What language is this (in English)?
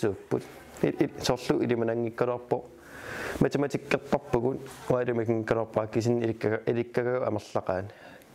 Kalaallisut